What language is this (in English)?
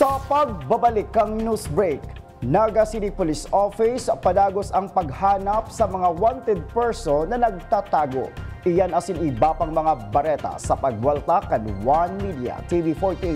Bikol